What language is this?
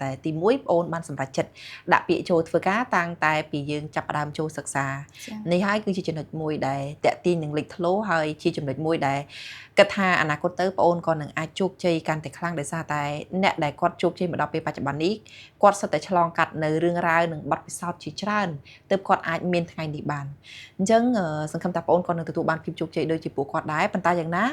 Khmer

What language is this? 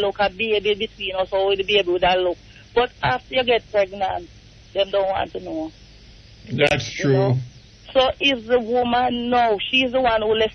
Jamaican Creole English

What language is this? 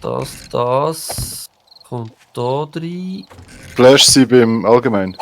Swiss German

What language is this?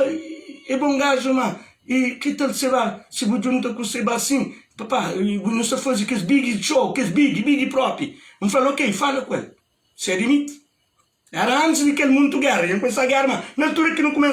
Kabuverdianu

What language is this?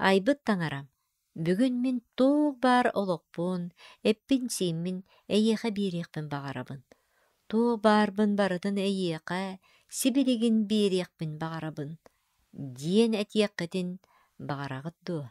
Yakut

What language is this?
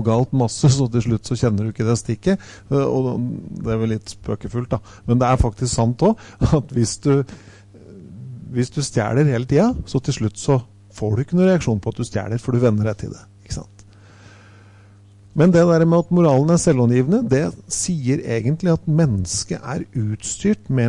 Norwegian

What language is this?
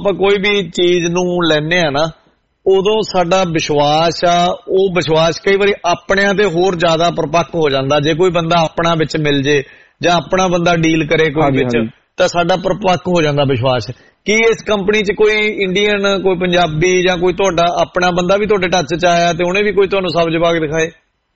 Punjabi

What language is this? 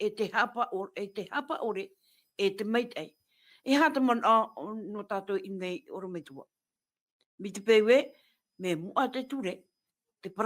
Tahitian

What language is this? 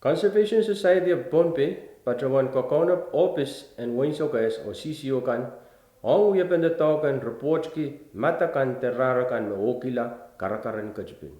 Pohnpeian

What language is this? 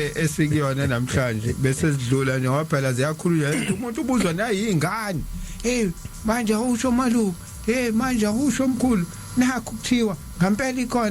Zulu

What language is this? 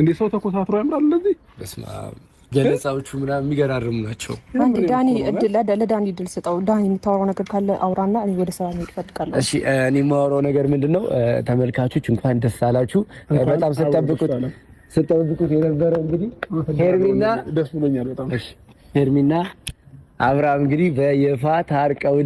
Amharic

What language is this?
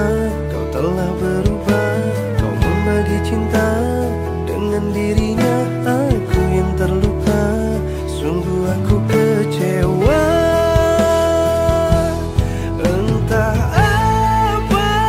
Indonesian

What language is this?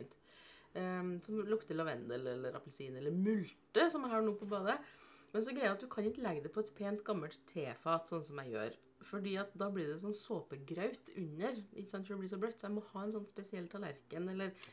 Norwegian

